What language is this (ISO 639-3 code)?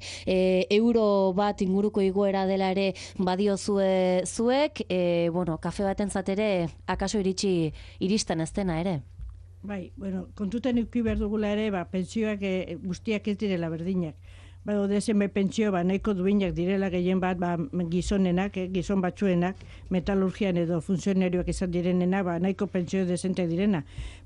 eus